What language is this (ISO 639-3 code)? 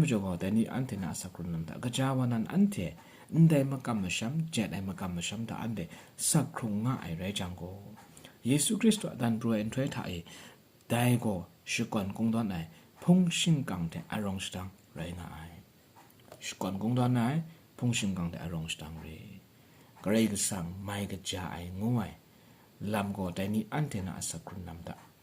kac